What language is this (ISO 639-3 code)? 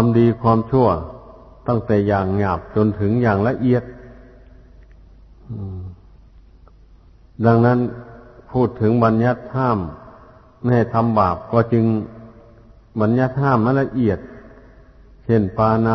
tha